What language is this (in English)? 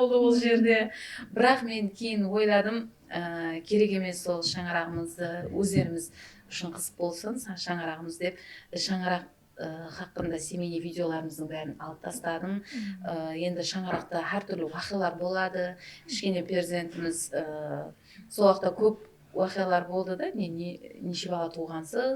Kara-Kalpak